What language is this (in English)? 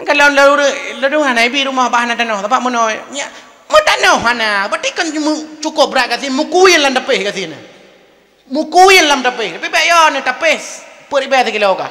Achinese